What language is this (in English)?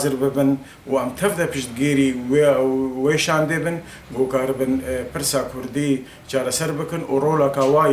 Kurdish